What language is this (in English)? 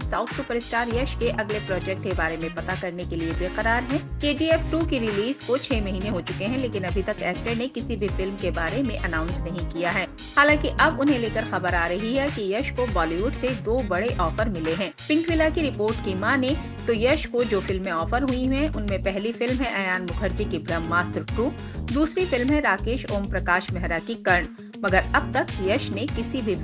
Hindi